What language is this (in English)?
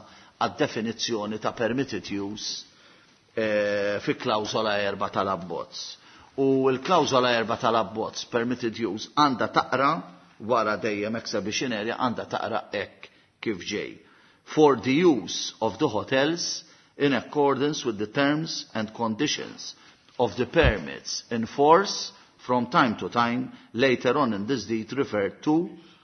Maltese